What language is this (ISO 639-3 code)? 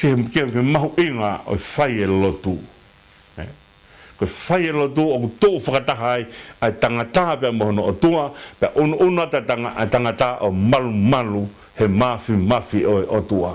ton